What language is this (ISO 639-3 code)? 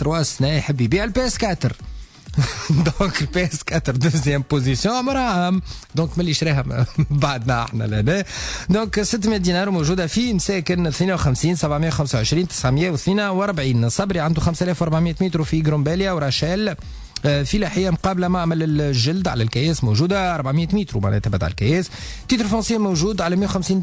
aeb